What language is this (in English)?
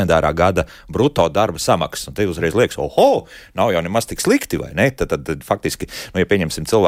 Latvian